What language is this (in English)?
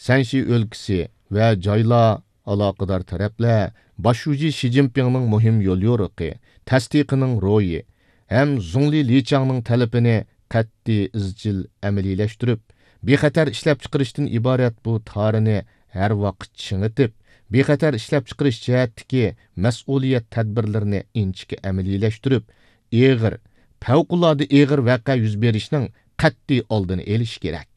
Uyghur